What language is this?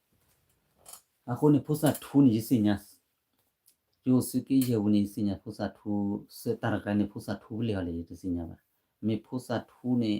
S'gaw Karen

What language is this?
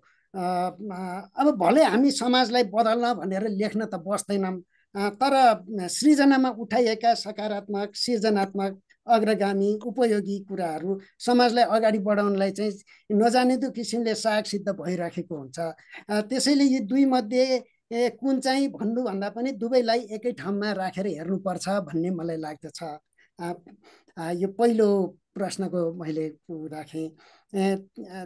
Nepali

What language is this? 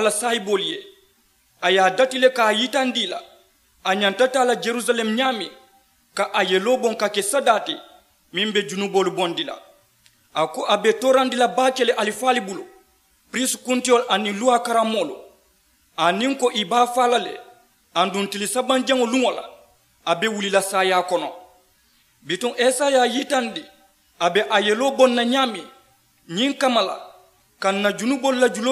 Mandingo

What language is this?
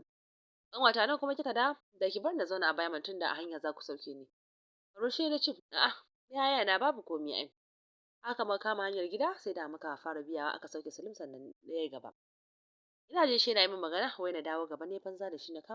Hausa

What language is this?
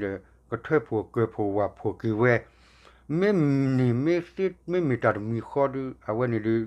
S'gaw Karen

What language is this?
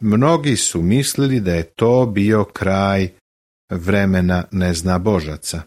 Serbian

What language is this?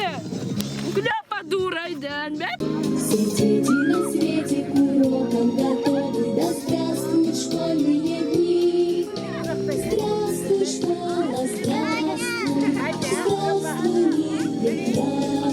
Yakut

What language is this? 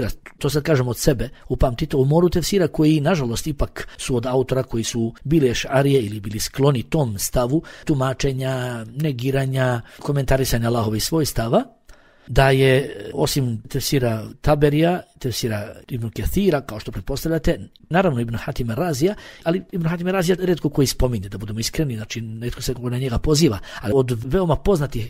Bosnian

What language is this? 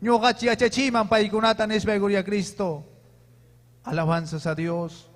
Ayacucho Quechua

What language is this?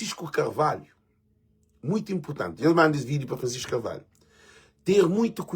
Kabuverdianu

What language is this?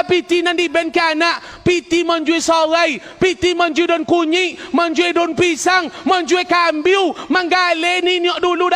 Minangkabau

